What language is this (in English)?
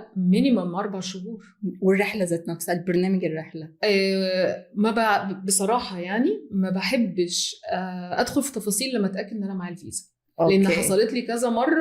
Egyptian Arabic